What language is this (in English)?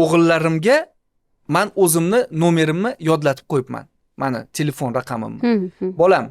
Uzbek